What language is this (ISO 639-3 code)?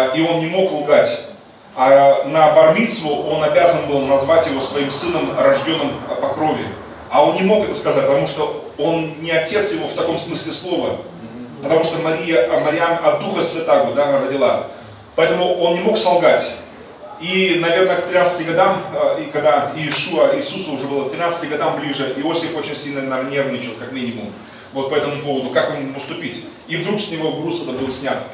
rus